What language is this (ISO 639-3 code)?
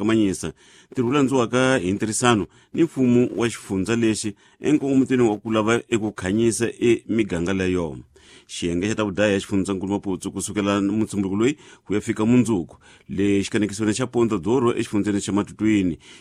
tso